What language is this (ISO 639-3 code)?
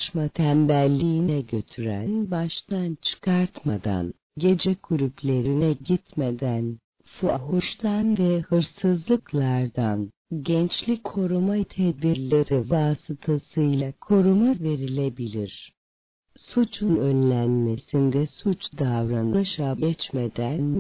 tur